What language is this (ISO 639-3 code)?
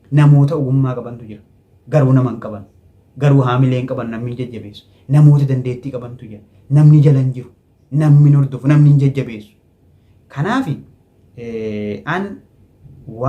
orm